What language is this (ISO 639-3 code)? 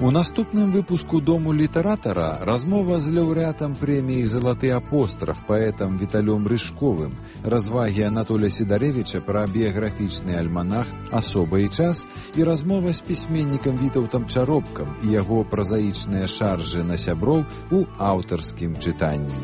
bel